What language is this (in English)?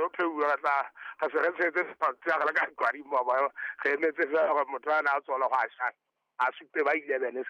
Southern Sotho